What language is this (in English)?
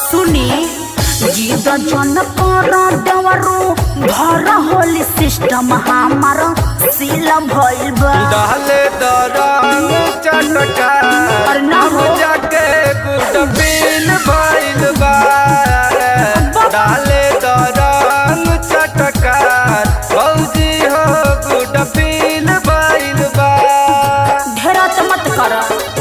Bhojpuri